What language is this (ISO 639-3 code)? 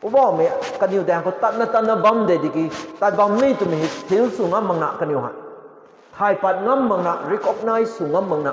nbu